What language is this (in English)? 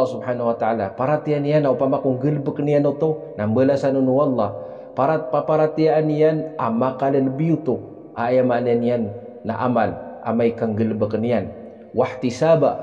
Maranao